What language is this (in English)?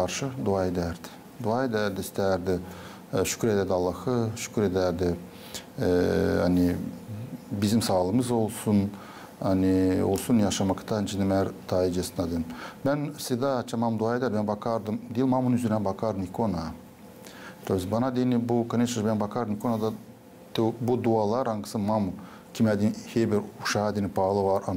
Gagauz